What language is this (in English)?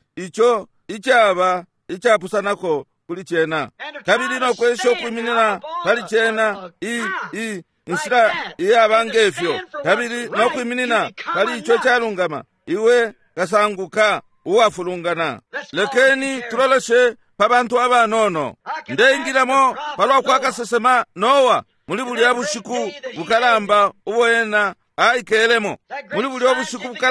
Bemba